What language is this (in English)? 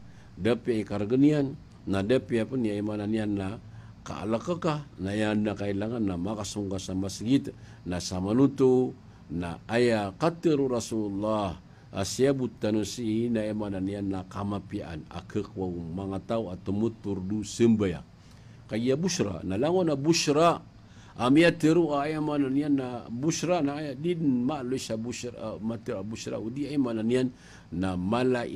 Maranao